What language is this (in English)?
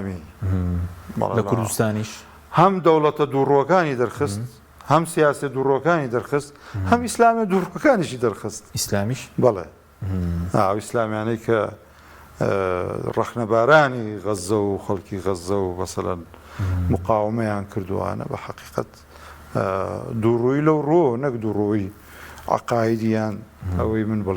Central Kurdish